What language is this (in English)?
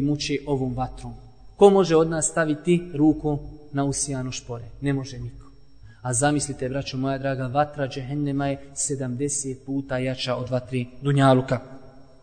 Bosnian